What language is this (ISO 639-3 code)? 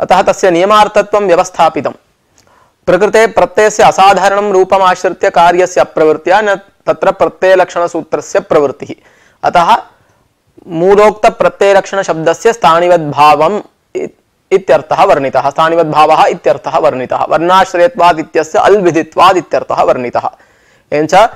san